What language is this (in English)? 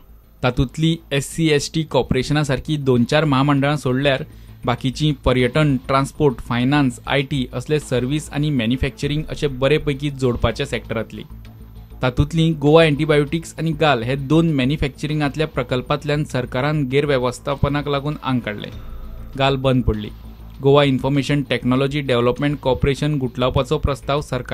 Konkani